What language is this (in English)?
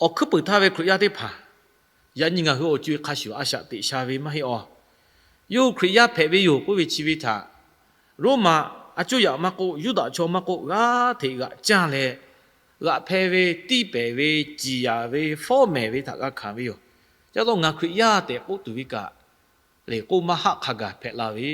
Lahu